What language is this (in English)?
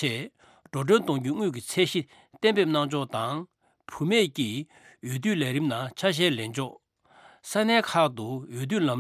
Tibetan